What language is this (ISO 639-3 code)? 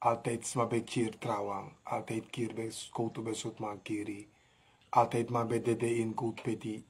srn